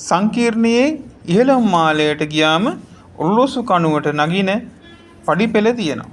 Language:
Sinhala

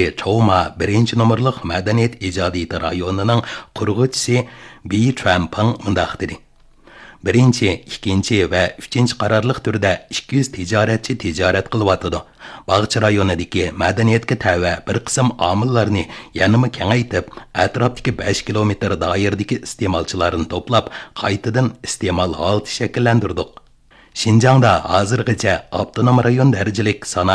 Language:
Uyghur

